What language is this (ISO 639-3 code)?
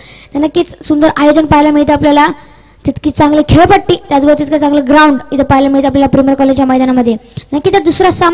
mar